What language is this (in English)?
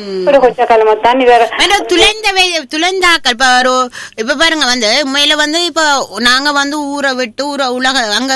Tamil